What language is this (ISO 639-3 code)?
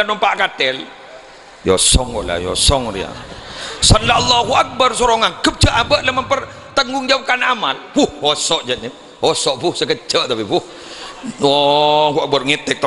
mad